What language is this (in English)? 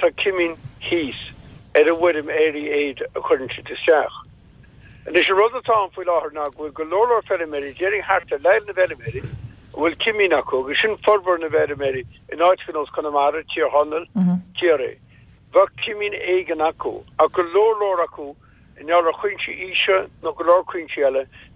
Irish